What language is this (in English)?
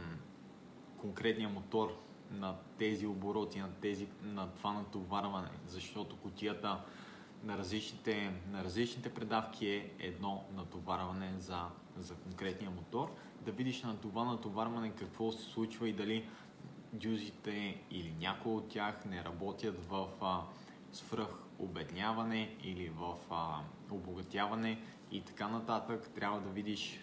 Bulgarian